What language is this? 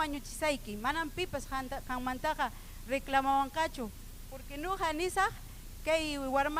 Ayacucho Quechua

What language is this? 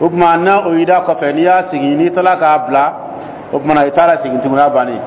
Dyula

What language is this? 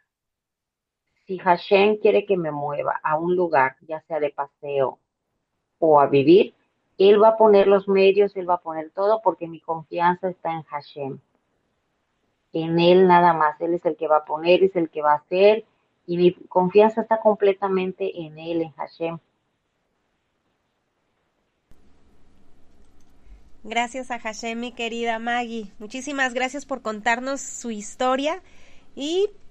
Spanish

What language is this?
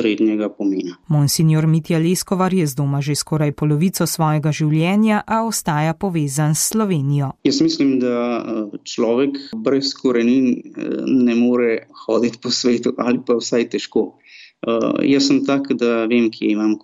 Slovenian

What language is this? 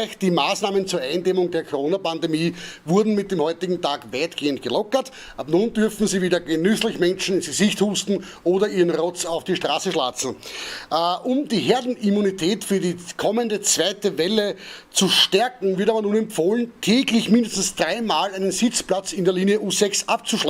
Bavarian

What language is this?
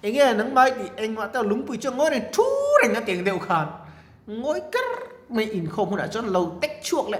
Mizo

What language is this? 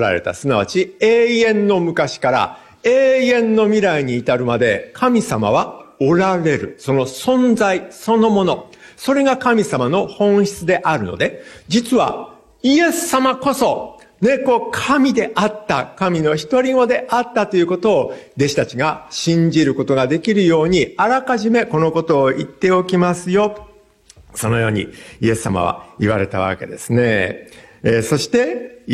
Japanese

